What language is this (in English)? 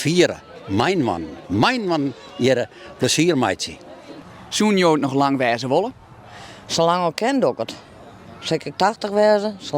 Western Frisian